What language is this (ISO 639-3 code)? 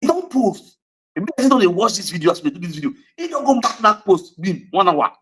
pcm